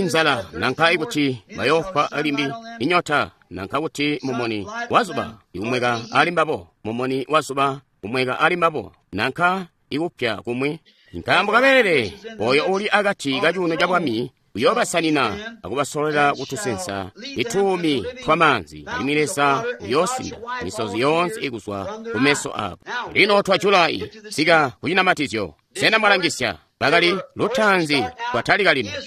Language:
Tonga (Zambia)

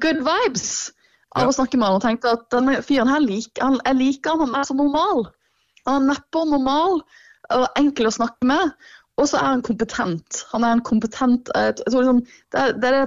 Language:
Norwegian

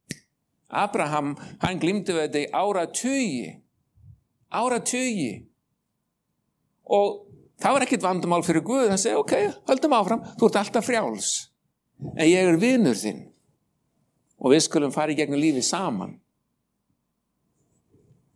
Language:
Icelandic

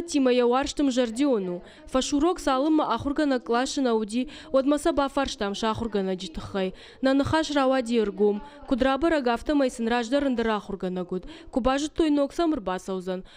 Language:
Ossetic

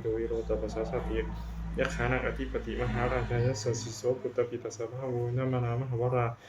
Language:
Pali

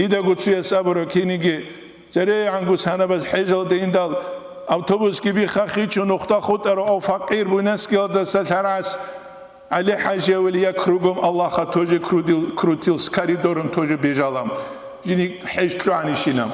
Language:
Avaric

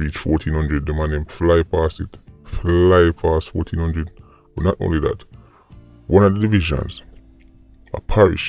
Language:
Jamaican Creole English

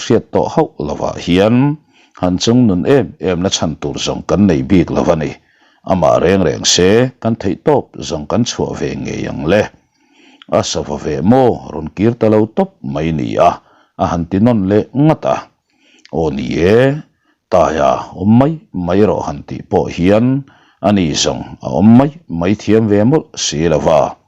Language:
Mizo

